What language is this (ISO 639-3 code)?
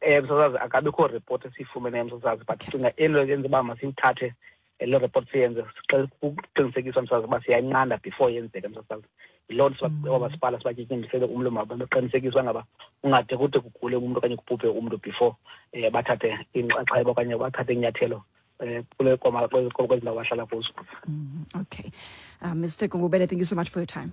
xho